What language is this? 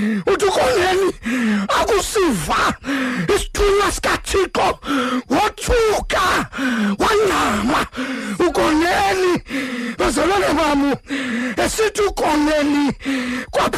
Xhosa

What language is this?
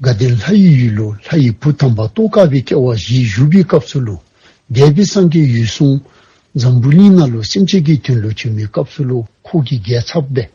Dzongkha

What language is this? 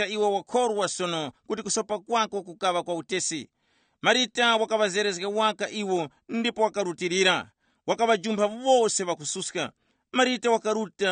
Tumbuka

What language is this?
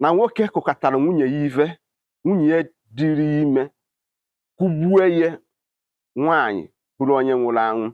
Igbo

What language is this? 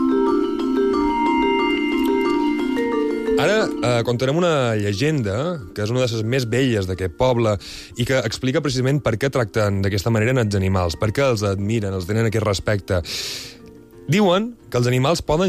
Catalan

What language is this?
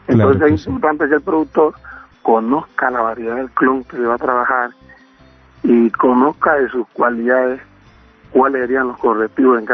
Spanish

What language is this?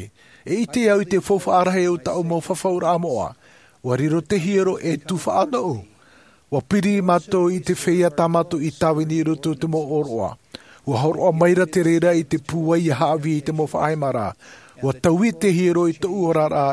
Tahitian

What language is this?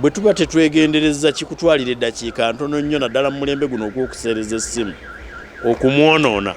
Ganda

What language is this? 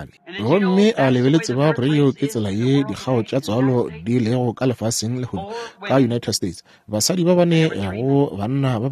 Northern Sotho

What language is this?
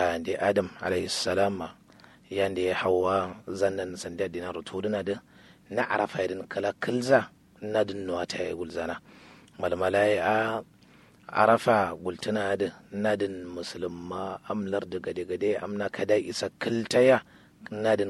Kanuri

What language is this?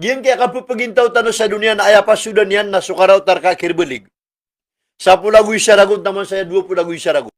Maranao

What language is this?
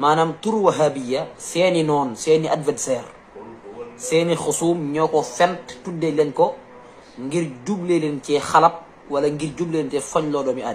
Wolof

